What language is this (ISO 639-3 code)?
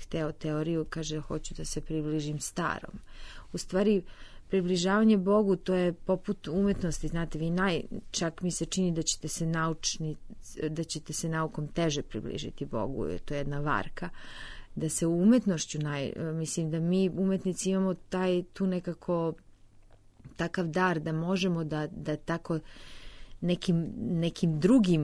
srp